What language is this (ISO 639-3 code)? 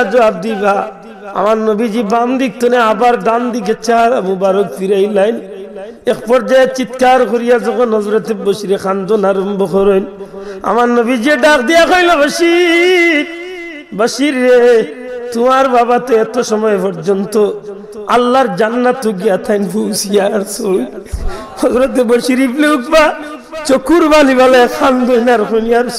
syl